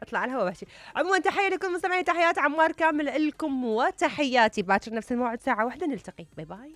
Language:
Mesopotamian Arabic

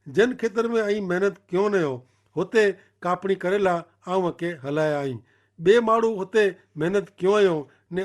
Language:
Kachhi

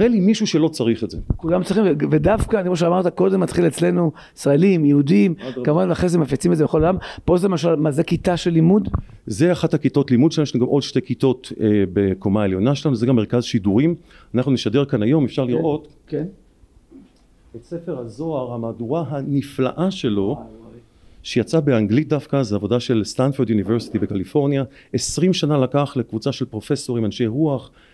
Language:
Hebrew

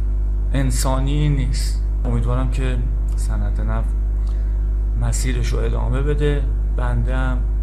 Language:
Persian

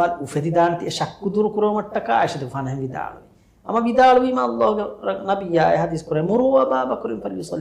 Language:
Divehi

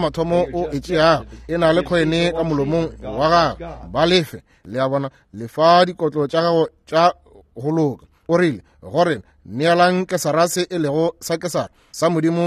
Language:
Northern Sotho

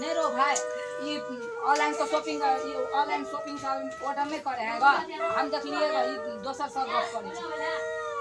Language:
Maithili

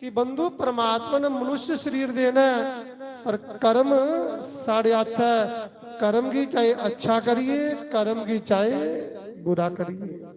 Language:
Dogri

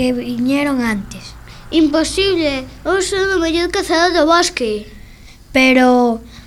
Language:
Galician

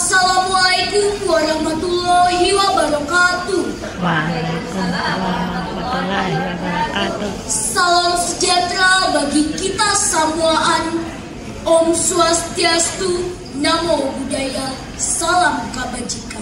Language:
Banjar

